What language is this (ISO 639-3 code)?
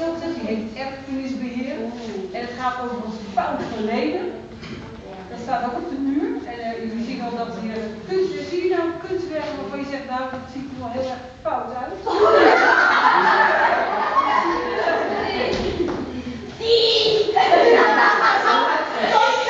nld